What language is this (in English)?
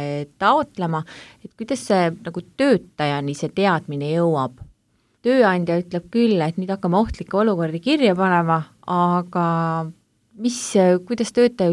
Estonian